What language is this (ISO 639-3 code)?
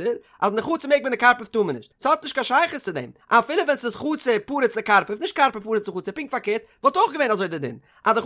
yid